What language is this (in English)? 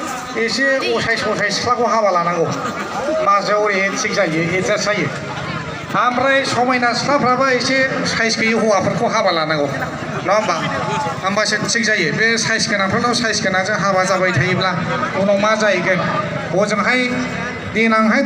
Bodo